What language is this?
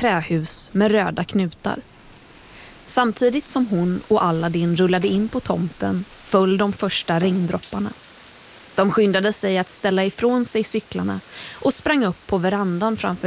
Swedish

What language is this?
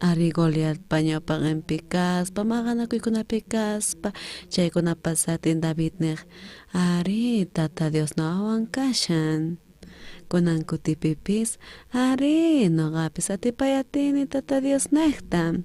South Bolivian Quechua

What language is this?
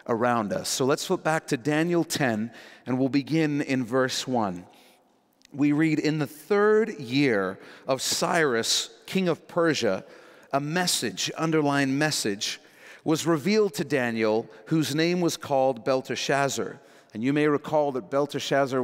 English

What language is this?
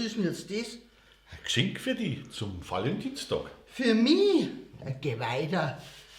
Bavarian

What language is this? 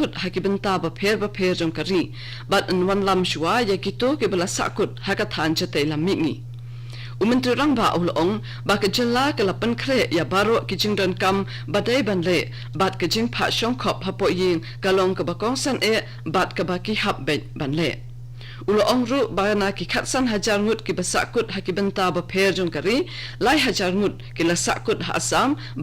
Khasi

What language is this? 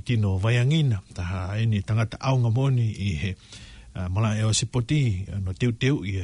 Tongan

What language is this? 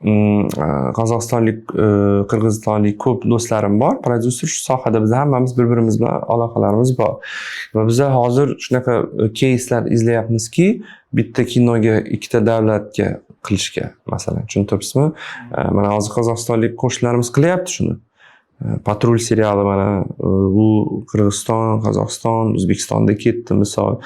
Uzbek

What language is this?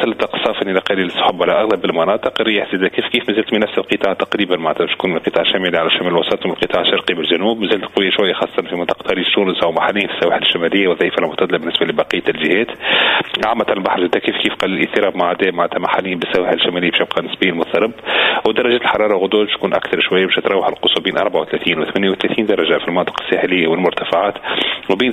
Tunisian Arabic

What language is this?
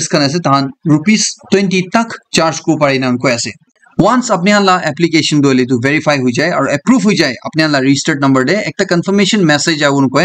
Naga Pidgin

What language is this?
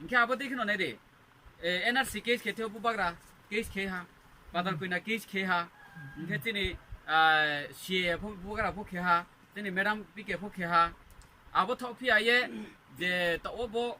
Riang (India)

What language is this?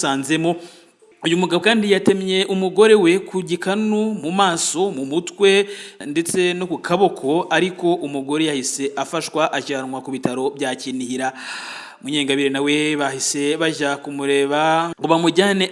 Kinyarwanda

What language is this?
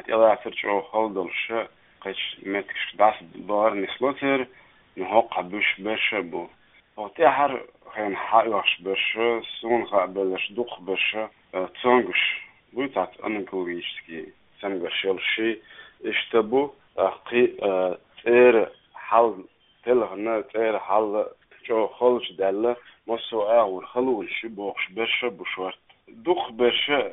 Chechen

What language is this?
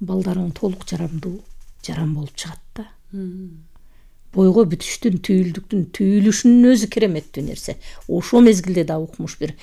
Kyrgyz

